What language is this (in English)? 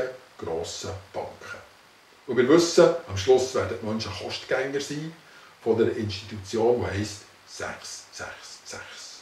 Swiss German